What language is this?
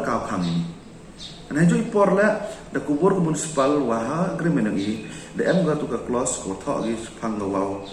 Pnar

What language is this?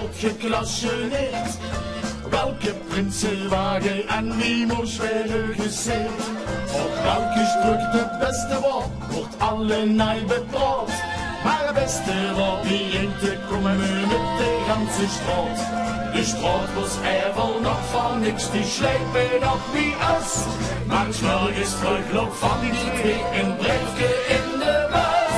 Limburgish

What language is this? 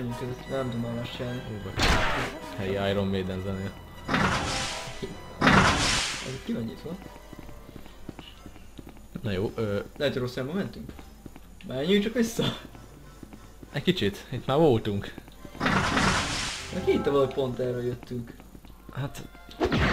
Hungarian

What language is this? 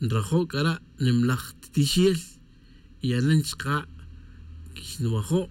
Tz'utujil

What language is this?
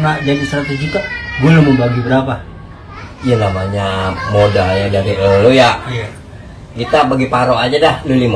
Betawi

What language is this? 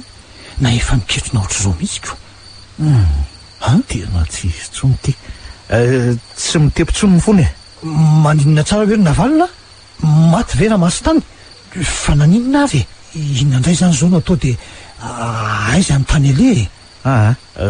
Malagasy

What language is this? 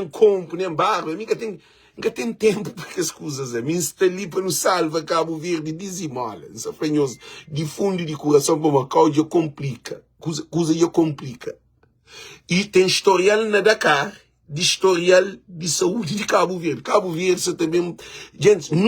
Kabuverdianu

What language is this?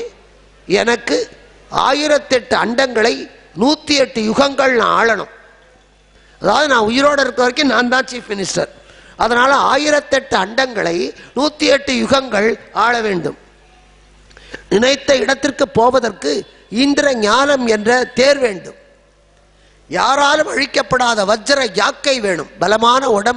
Tamil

